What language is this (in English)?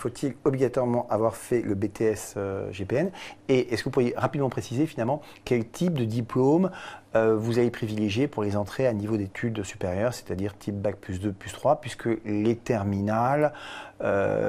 French